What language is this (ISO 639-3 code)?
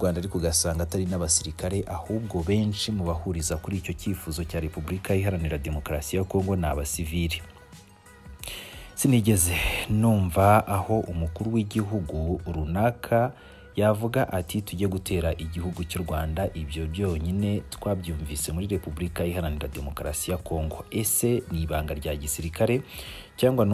kin